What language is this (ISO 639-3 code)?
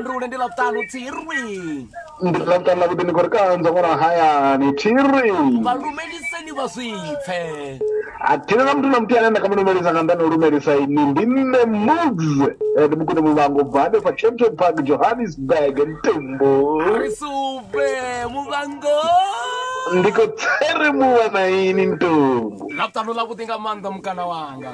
ven